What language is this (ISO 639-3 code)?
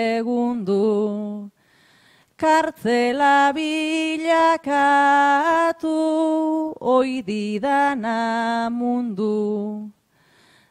eus